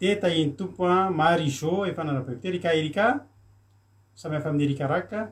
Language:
Malagasy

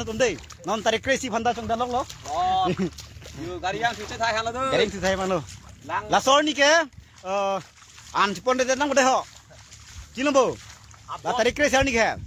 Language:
Karbi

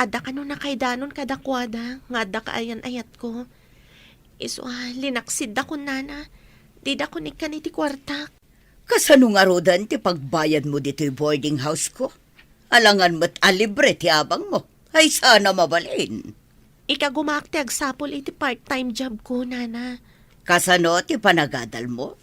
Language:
Iloko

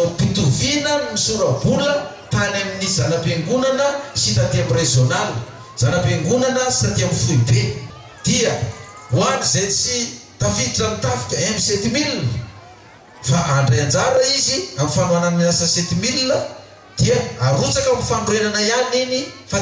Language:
Malagasy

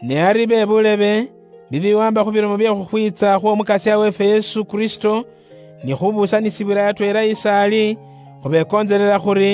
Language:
Luyia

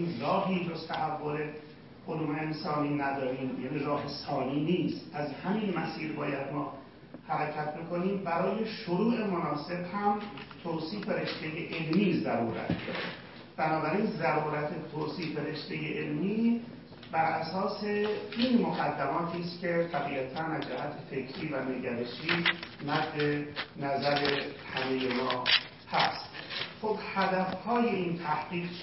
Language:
Persian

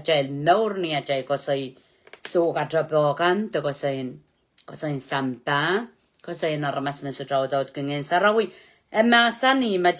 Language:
Pohnpeian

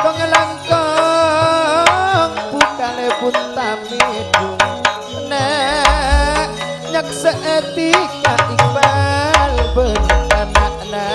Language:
Madurese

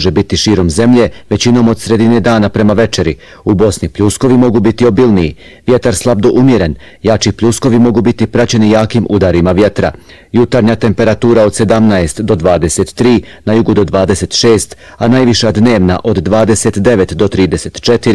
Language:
Bosnian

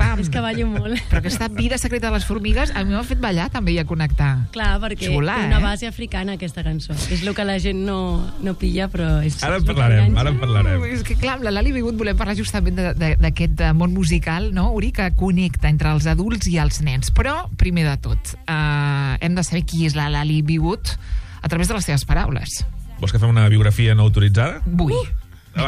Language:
Catalan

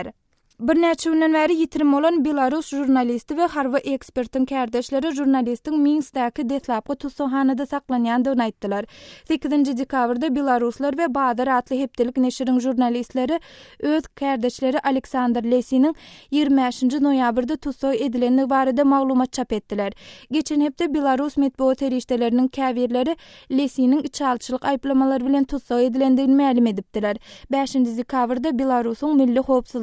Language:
Turkmen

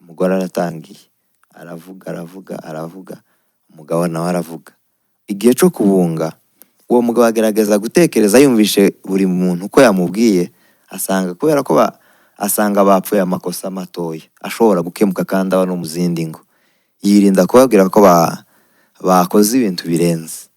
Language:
Kinyarwanda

